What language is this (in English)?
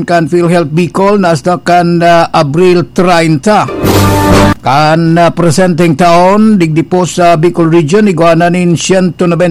Bikol